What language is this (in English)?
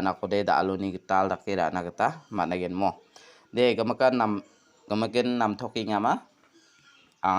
Garo